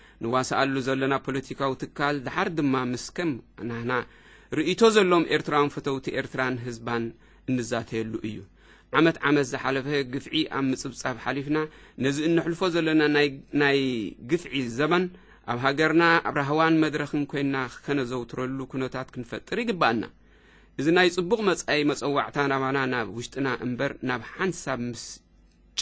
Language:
Tigrinya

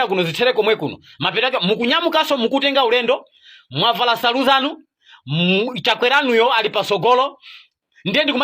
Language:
Nyanja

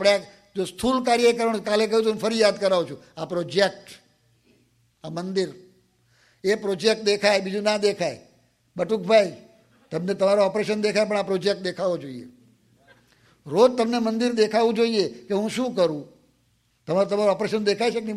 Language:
Gujarati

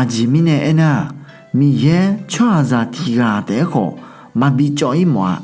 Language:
Akha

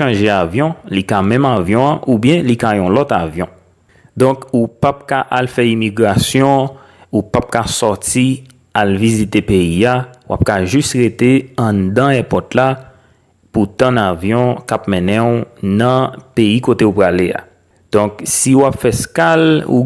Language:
Haitian Creole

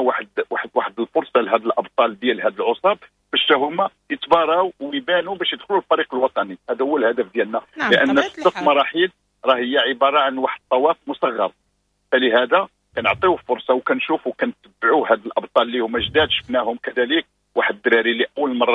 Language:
Moroccan Arabic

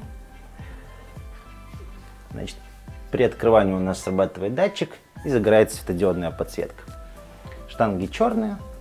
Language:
Russian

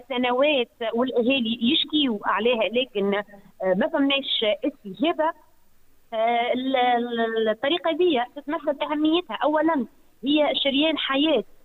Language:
Tunisian Arabic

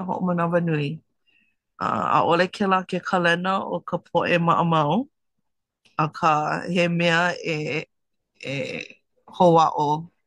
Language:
Hawaiian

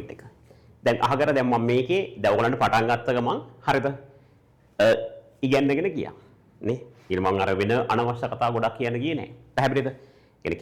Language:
Sinhala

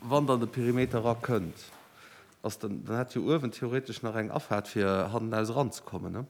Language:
Luxembourgish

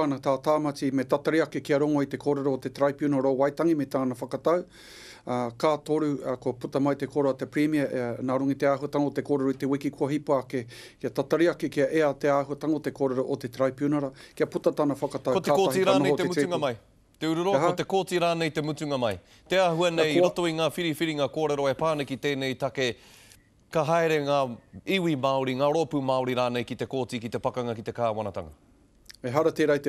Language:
Māori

